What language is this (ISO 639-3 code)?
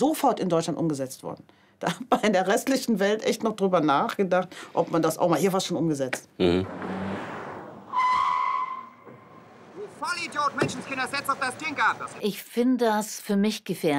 deu